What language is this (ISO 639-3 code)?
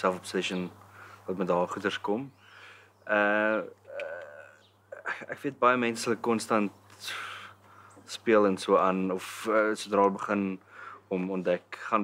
afr